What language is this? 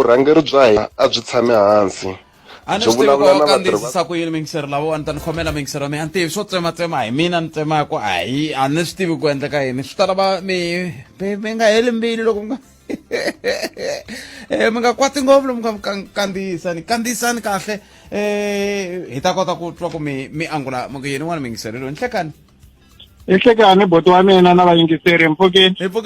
Tsonga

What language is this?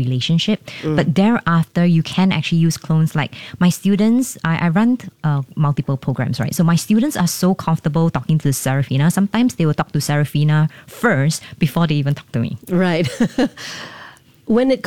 English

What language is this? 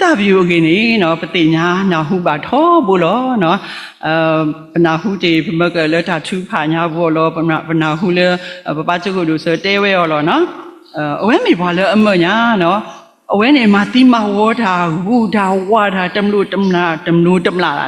S'gaw Karen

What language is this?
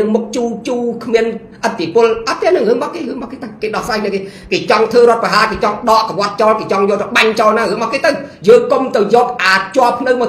Khmer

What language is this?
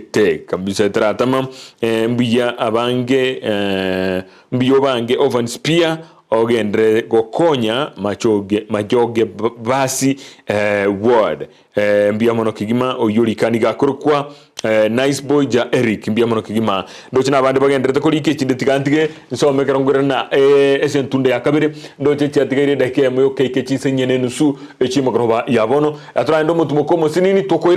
Gusii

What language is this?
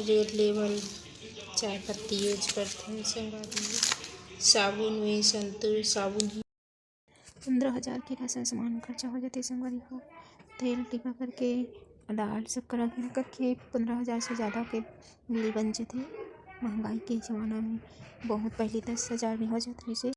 Chhattisgarhi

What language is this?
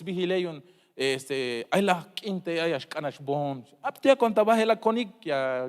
Tzeltal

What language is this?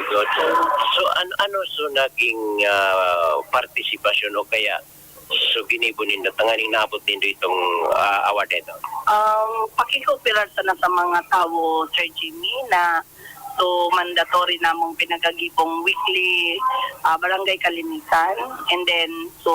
Bikol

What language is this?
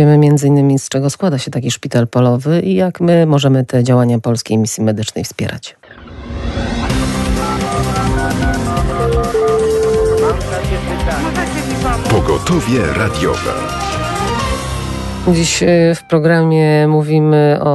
Polish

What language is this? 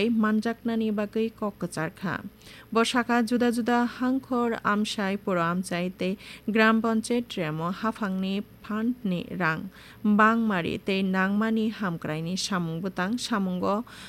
Kok Borok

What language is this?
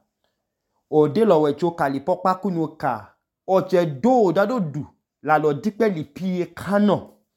Idoma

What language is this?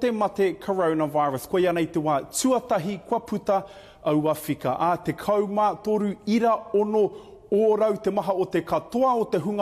Māori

